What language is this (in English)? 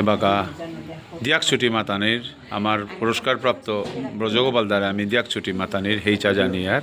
Bishnupriya